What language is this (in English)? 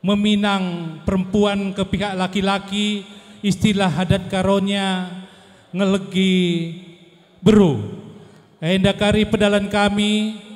Batak Karo